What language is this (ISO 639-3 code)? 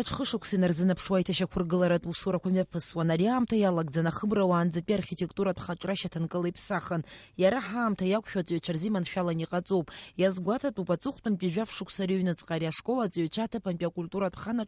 abk